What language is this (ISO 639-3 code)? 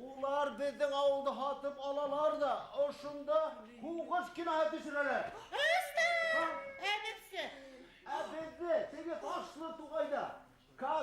bak